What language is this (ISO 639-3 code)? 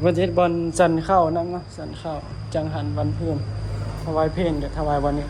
tts